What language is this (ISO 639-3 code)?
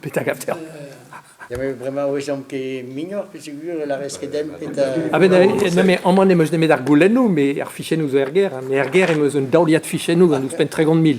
bre